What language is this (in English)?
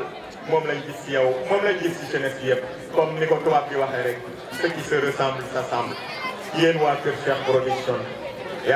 Wolof